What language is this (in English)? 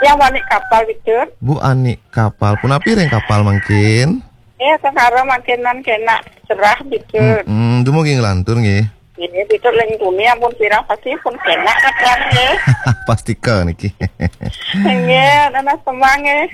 Balinese